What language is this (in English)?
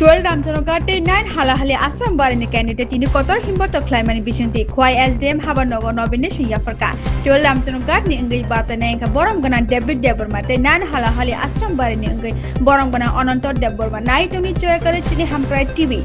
Kok Borok